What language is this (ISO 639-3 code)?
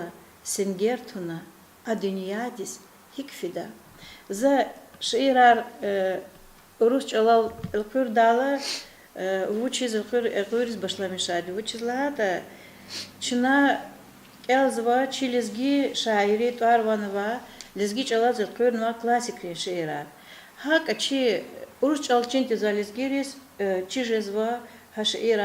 lez